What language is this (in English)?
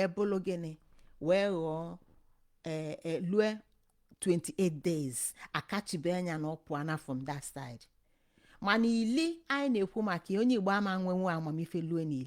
Igbo